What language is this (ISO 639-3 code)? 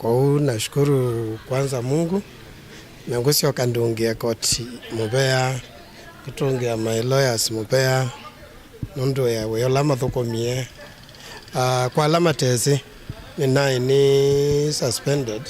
kam